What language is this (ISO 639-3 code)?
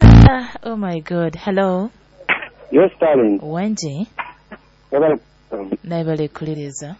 nyo